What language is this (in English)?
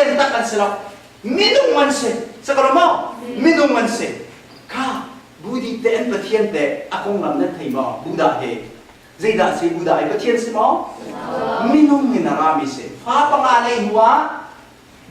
Hakha Chin